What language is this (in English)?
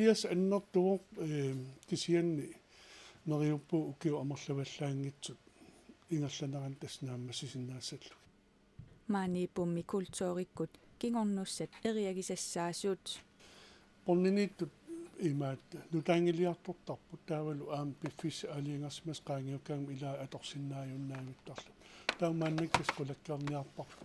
Kalaallisut